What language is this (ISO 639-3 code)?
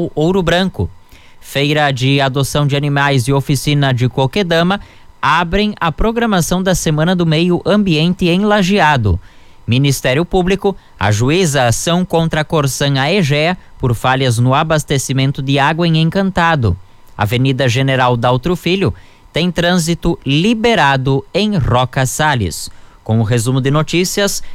por